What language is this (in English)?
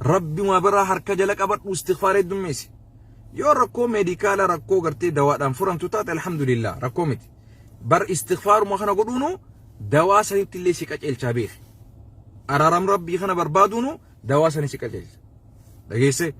Oromo